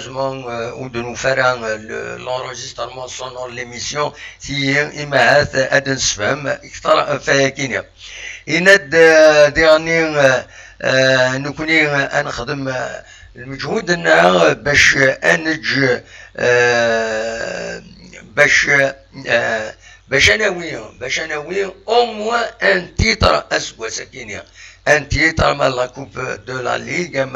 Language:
Kabyle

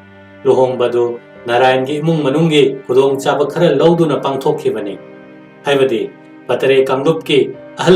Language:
Manipuri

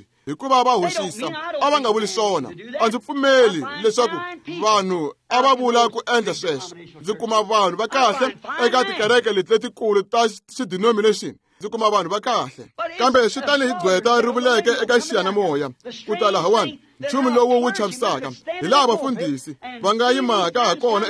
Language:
Tsonga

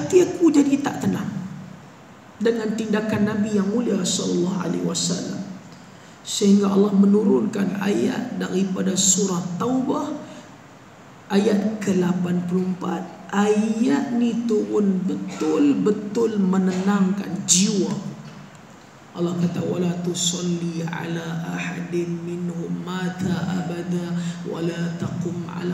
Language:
Malay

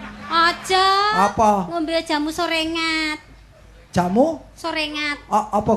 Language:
Javanese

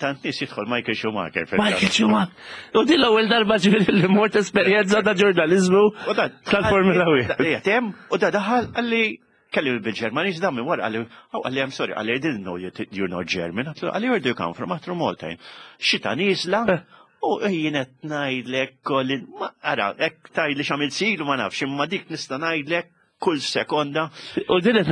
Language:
Maltese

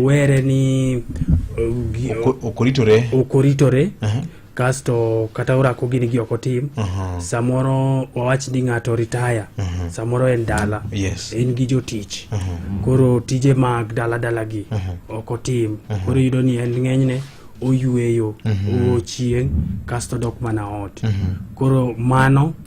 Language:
Luo (Kenya and Tanzania)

